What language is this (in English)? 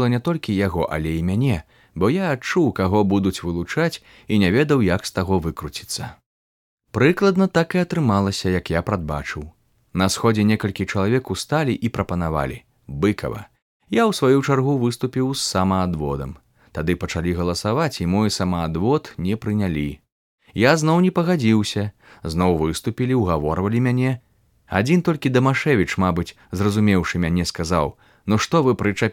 Belarusian